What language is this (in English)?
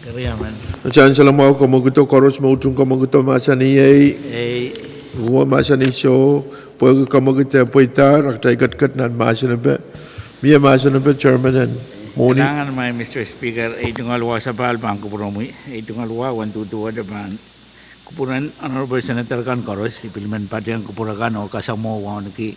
Pohnpeian